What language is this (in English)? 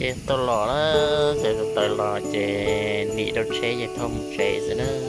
Hmong